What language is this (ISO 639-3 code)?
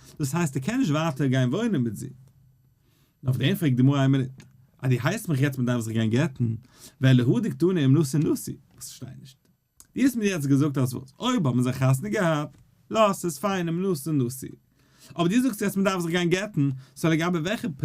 yid